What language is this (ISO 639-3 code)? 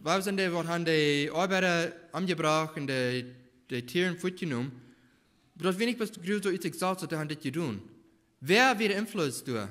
pdt